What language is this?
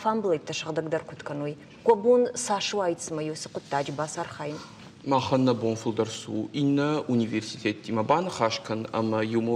Ossetic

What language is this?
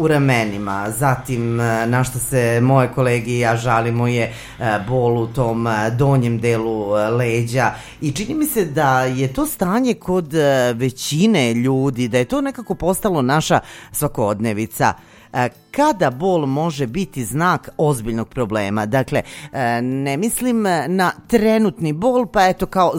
Serbian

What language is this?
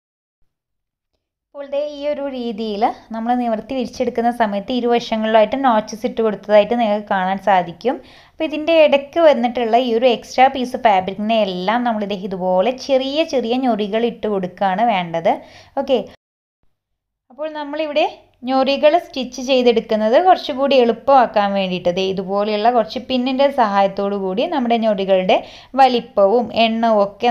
Malayalam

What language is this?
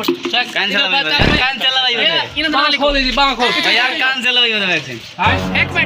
Saraiki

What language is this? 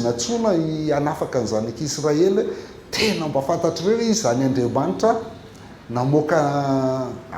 Malagasy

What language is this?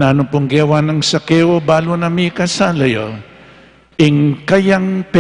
Pampanga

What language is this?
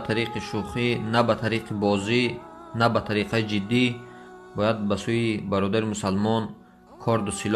Tajik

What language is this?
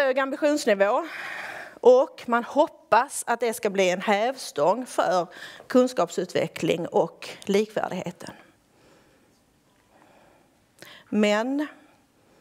Swedish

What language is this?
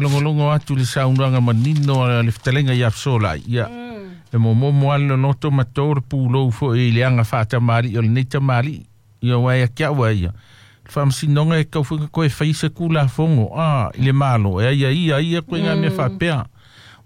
Samoan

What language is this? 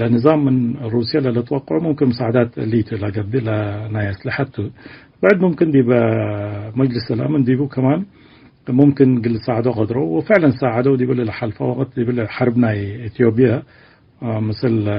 Tigre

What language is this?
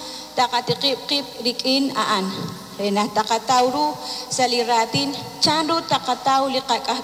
Kekchí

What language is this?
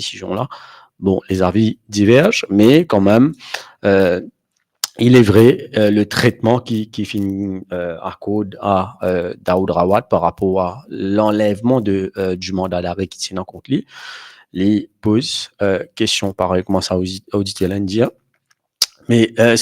Morisyen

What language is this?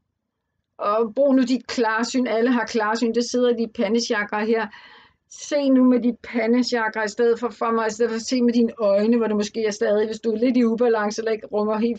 Danish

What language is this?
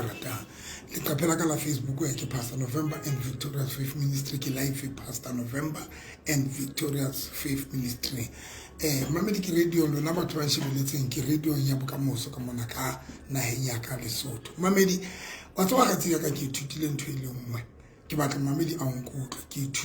Southern Sotho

